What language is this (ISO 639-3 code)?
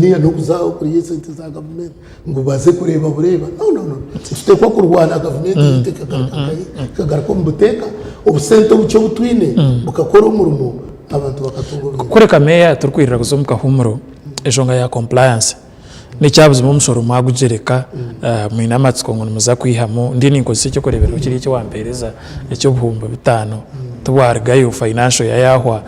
nyn